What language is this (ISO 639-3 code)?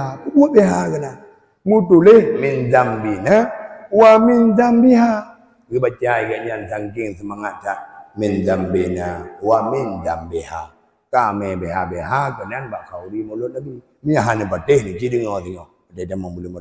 ace